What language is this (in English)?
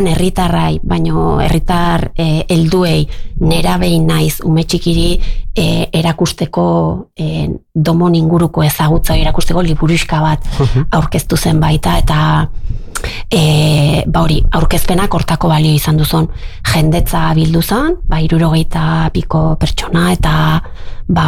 Basque